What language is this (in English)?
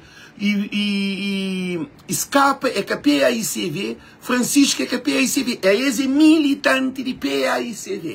Kabuverdianu